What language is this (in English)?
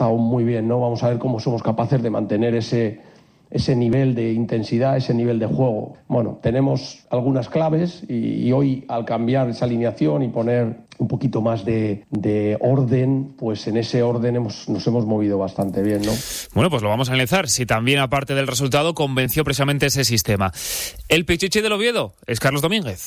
Spanish